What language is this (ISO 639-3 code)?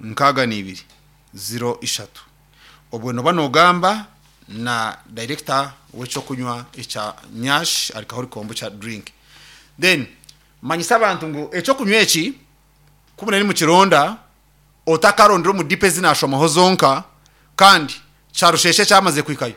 nyn